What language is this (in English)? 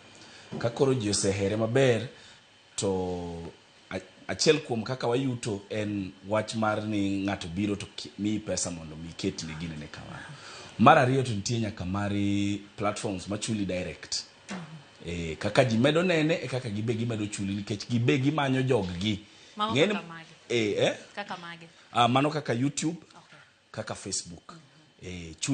Luo (Kenya and Tanzania)